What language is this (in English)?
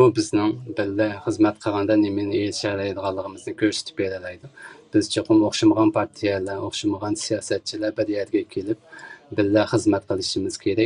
Uyghur